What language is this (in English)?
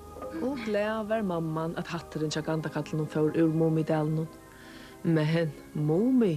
Faroese